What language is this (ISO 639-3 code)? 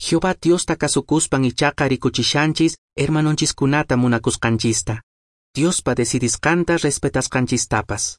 que